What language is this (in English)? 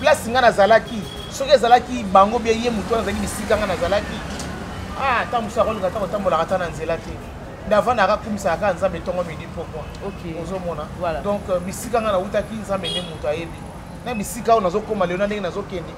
Lingala